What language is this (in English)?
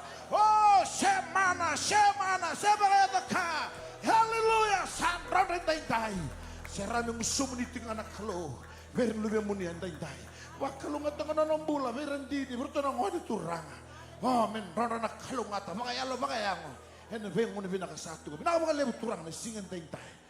Fijian